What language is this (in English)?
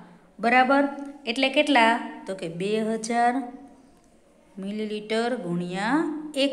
Gujarati